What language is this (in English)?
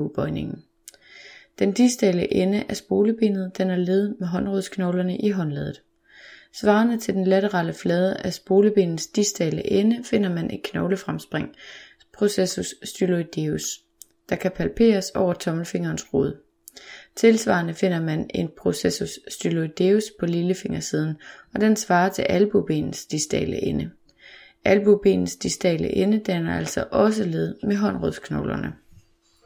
Danish